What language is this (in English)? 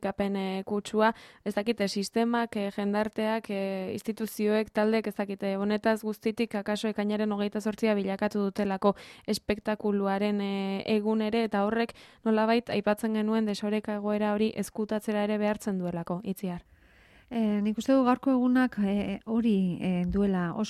Basque